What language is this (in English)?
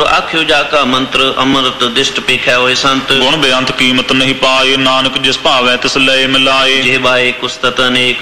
Punjabi